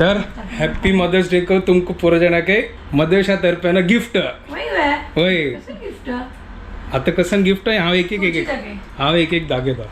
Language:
Konkani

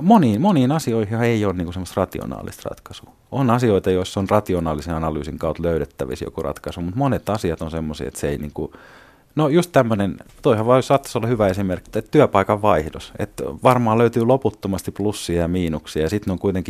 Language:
Finnish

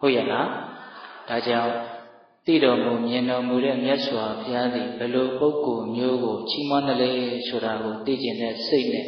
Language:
Burmese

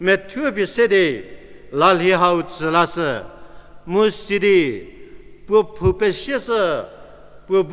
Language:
Angami Naga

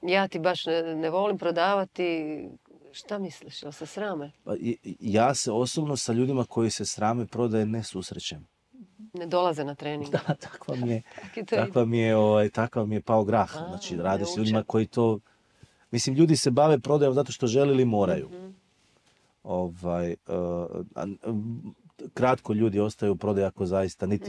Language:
Croatian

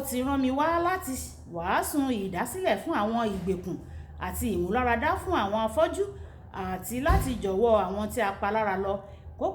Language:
Yoruba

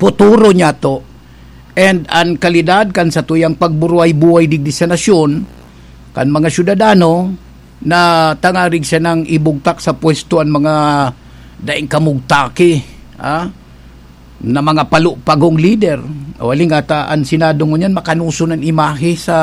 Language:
Bikol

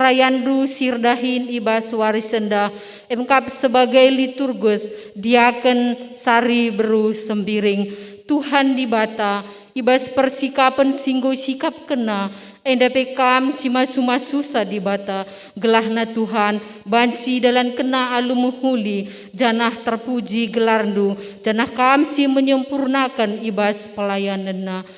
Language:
Batak Karo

